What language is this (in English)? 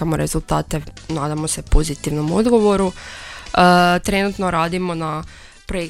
Croatian